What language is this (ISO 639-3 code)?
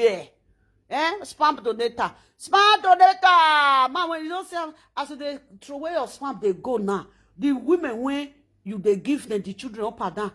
pcm